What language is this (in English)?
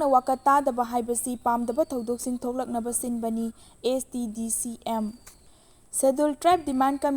Manipuri